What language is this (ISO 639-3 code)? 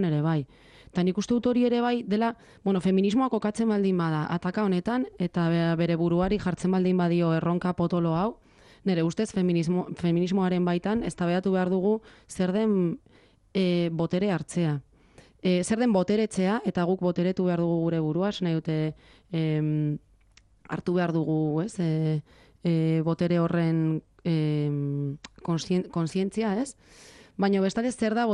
eus